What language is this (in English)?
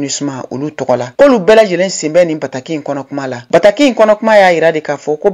Bambara